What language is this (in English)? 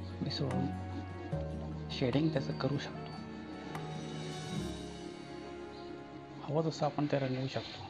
Marathi